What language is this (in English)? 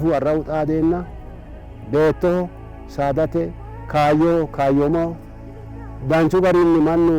Sidamo